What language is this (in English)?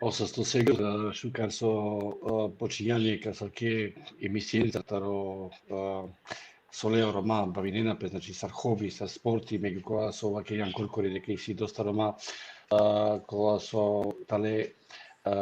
Balkan Romani